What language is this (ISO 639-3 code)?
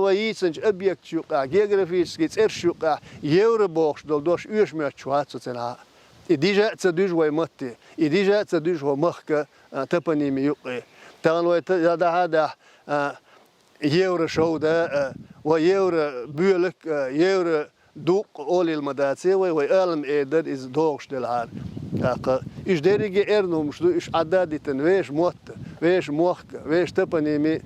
che